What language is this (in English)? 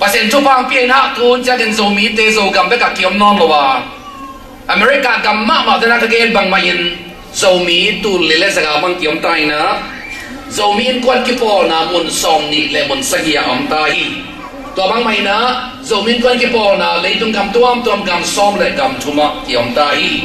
Tedim Chin